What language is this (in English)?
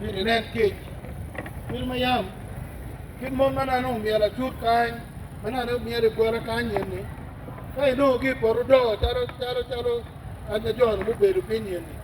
Acoli